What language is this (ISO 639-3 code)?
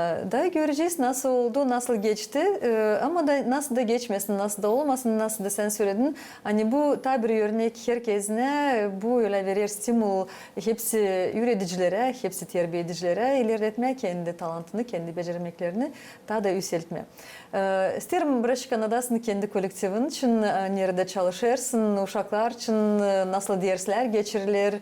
gag